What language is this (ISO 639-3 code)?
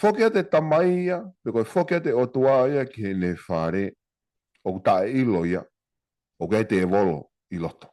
ton